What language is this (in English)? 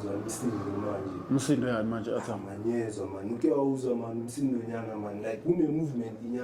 Zulu